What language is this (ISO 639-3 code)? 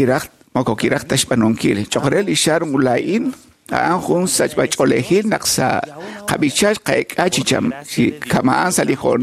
kek